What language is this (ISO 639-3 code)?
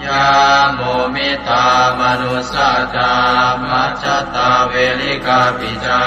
pli